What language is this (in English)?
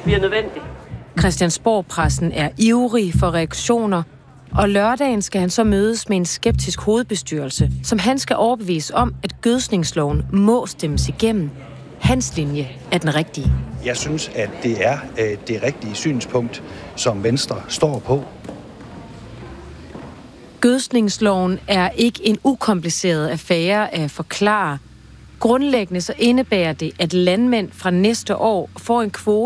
Danish